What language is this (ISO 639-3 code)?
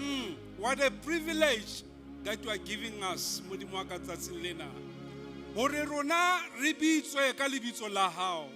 sot